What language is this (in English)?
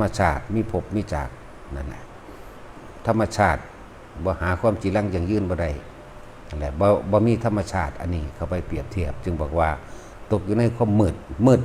Lao